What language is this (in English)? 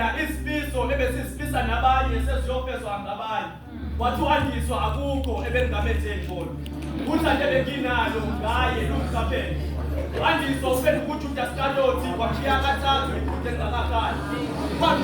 Zulu